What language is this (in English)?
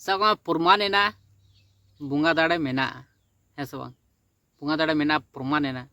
Santali